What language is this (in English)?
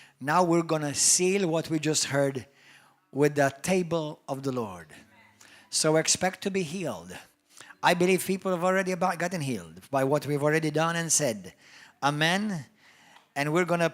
English